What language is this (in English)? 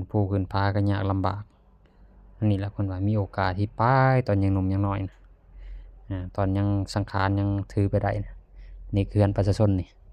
Lao